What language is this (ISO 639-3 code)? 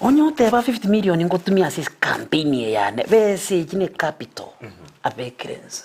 guz